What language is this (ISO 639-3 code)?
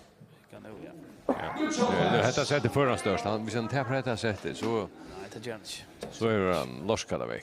fao